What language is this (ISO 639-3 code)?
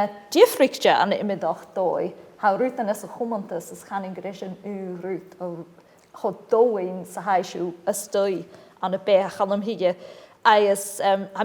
gla